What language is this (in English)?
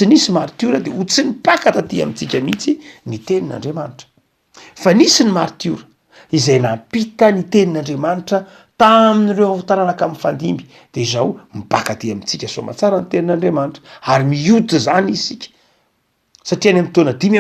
Malagasy